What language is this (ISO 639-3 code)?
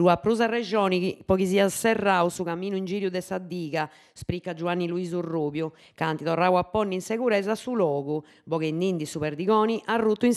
srd